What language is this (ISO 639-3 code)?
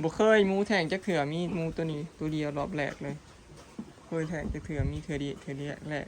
tts